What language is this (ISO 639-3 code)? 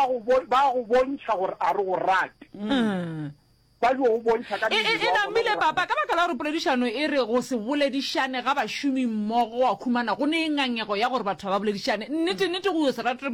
nso